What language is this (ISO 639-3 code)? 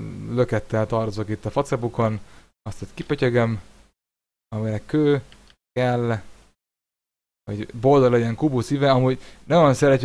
hun